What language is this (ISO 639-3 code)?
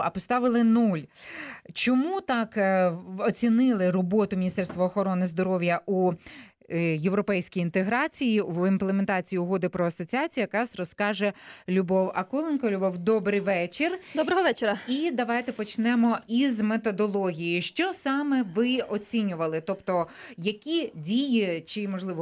ukr